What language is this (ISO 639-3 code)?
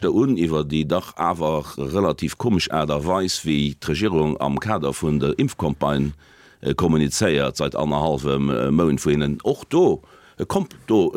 ltz